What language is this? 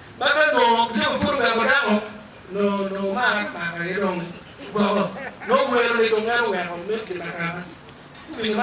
Acoli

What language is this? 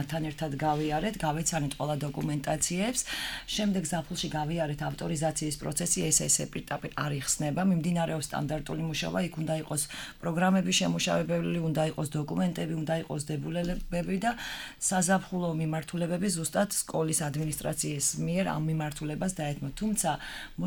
Georgian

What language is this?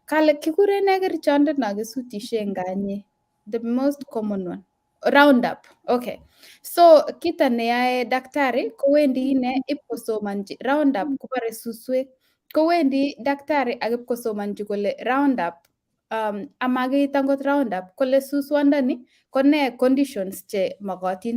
Kalenjin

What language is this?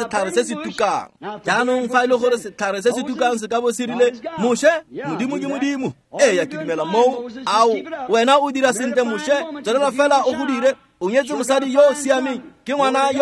Tswana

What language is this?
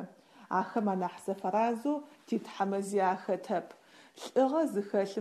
Adyghe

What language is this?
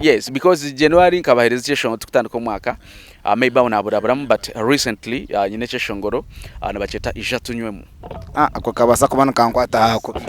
Nyankole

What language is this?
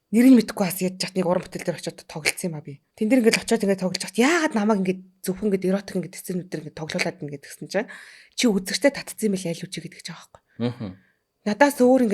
Mongolian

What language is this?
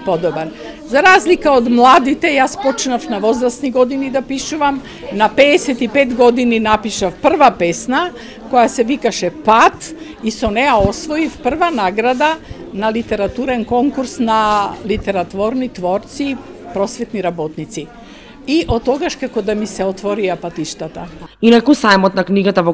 Macedonian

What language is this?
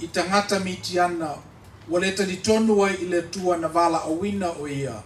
Samoan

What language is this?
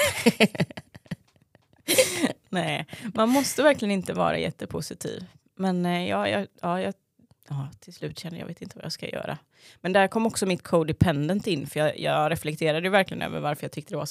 Swedish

